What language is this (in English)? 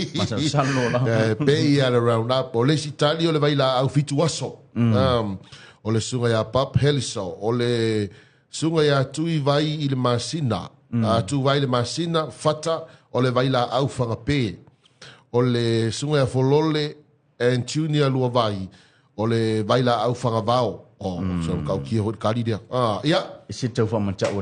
Samoan